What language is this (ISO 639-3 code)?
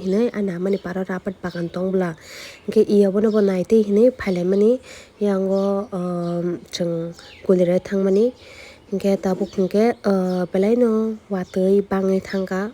trp